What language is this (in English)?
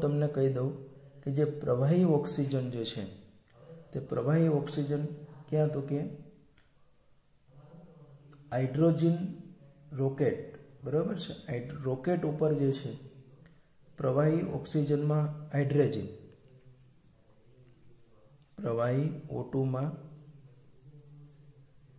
Gujarati